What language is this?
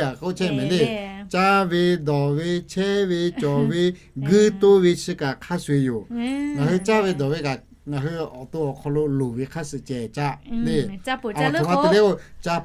Lahu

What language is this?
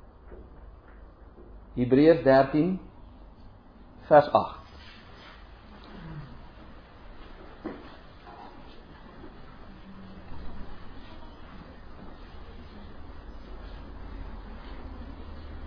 Afrikaans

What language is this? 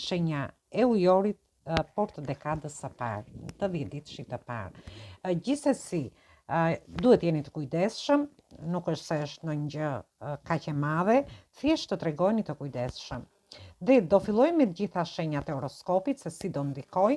Albanian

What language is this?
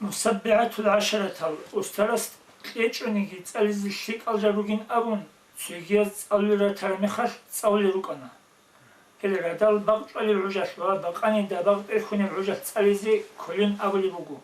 Avaric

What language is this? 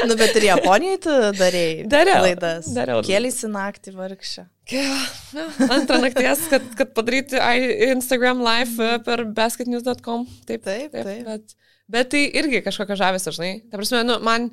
Lithuanian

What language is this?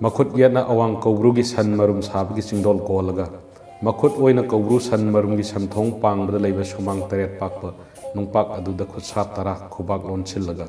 Manipuri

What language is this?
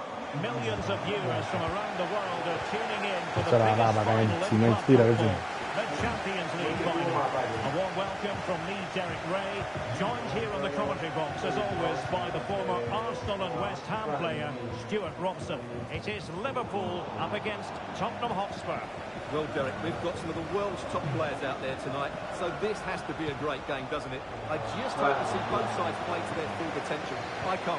Tswana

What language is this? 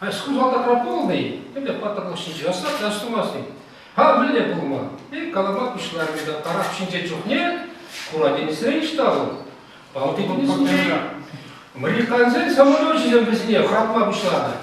Chuvash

